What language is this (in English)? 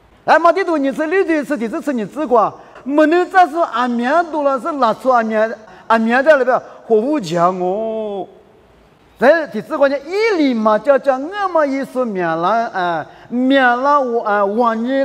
Lisu